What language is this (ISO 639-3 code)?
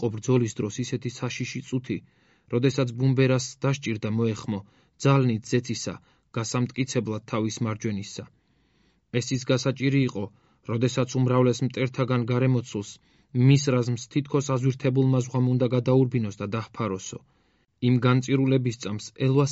kat